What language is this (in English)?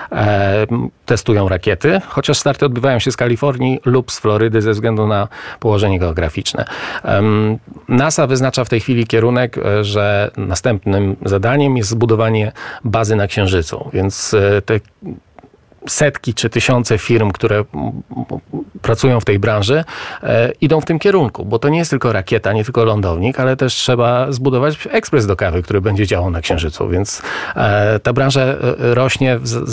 Polish